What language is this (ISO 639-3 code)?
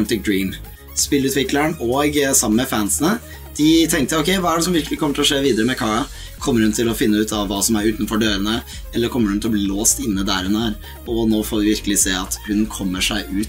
nor